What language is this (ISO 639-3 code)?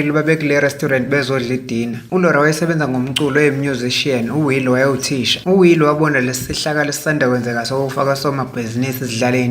zul